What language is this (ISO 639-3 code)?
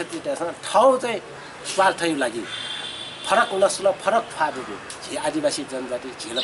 new